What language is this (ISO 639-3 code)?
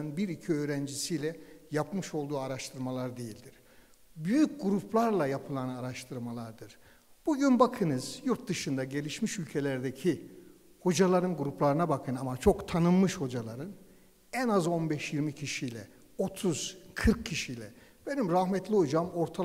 tur